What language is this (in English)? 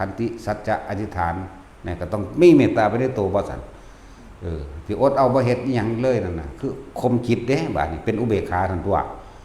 Northeastern Thai